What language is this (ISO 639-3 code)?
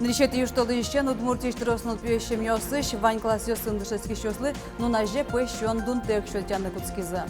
udm